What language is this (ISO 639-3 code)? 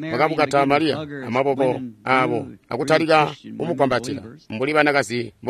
toi